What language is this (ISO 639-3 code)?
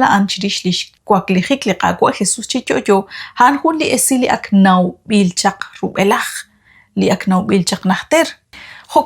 kek